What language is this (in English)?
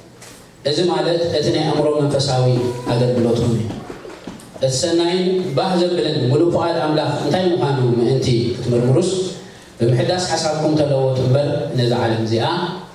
Tigrinya